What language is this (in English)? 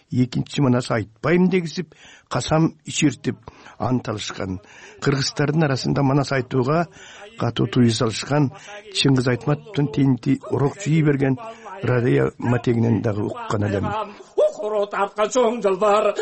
Kyrgyz